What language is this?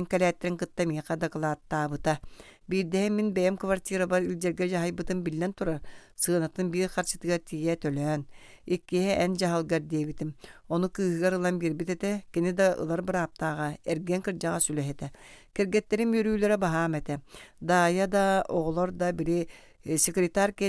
Yakut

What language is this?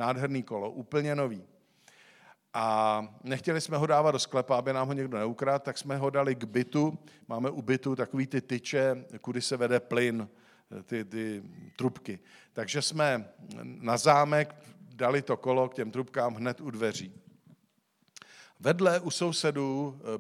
Czech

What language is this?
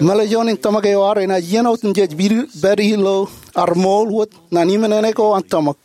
Marshallese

